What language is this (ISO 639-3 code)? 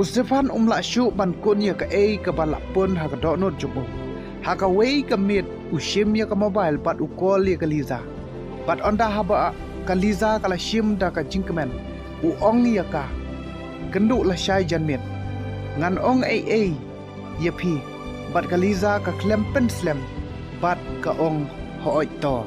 kha